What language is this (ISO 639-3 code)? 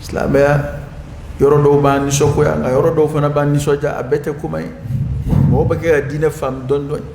dyu